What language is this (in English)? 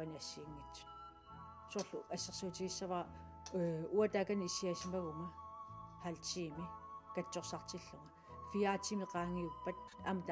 Kalaallisut